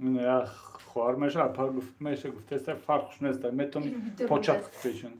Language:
Tajik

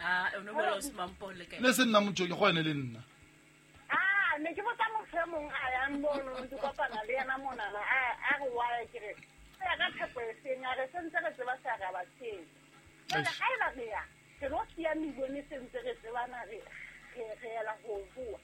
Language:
Southern Sotho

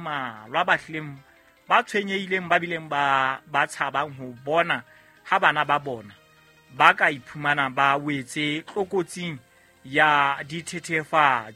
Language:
Southern Sotho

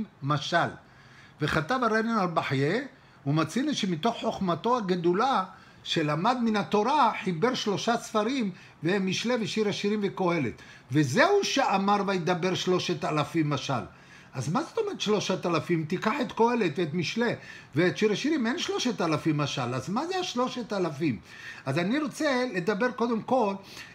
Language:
Hebrew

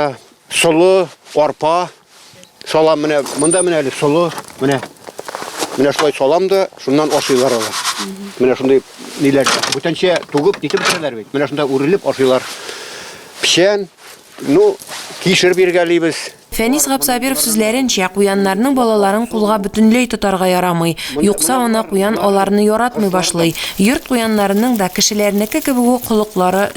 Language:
Tatar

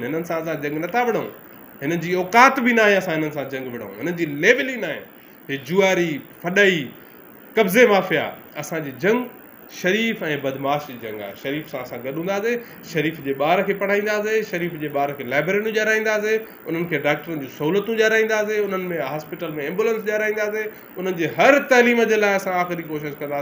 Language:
Sindhi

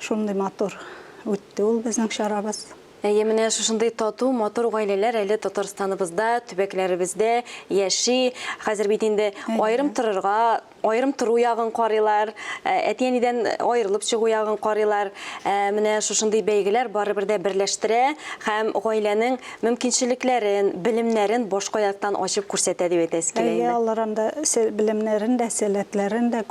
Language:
Tatar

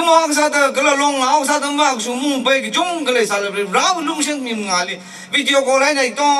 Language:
Tangkhul Naga (India)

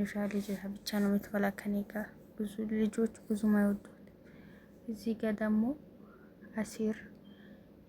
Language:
Amharic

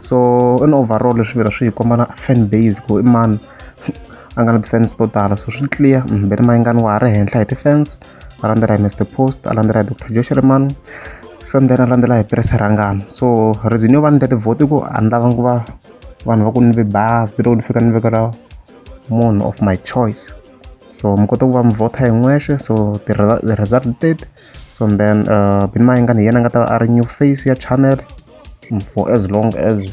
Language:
Tsonga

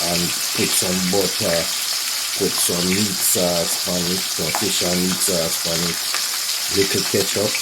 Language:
Jamaican Creole English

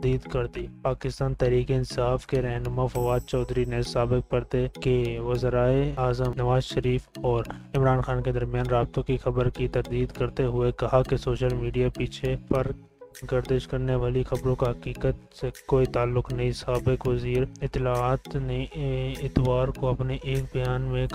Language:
Urdu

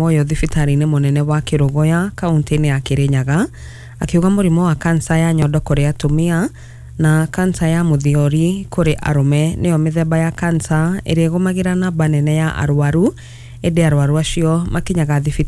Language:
Kikuyu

